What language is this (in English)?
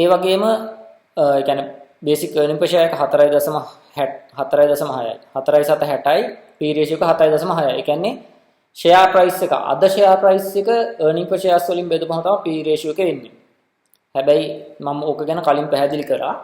Sinhala